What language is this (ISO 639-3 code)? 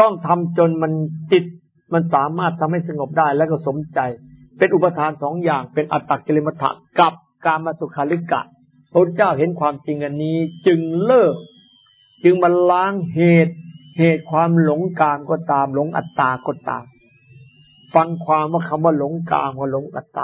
tha